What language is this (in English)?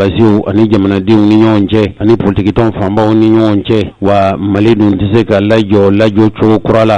Bambara